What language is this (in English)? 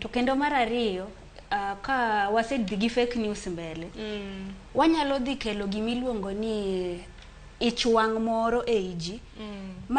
Luo (Kenya and Tanzania)